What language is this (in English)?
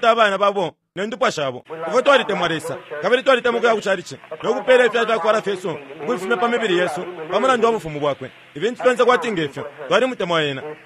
Bemba